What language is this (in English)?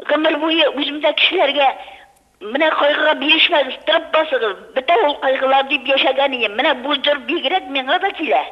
Tatar